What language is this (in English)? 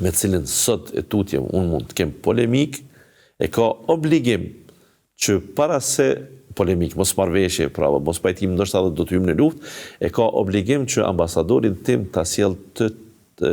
Albanian